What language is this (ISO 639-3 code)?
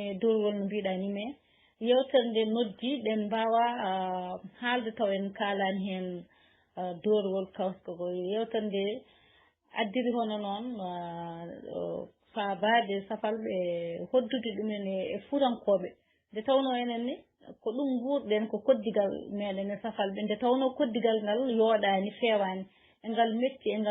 ful